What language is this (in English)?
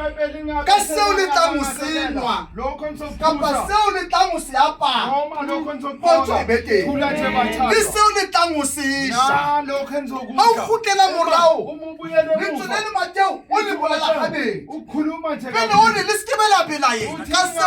Southern Sotho